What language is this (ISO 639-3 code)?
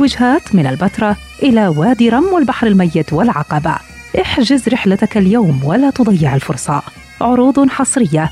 acm